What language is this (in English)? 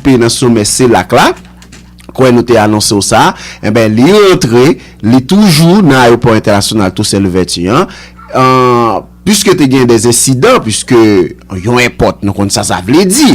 Haitian Creole